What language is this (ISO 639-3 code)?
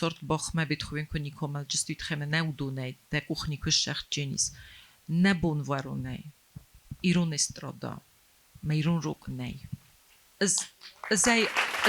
oss